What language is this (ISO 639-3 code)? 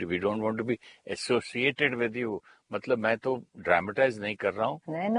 hin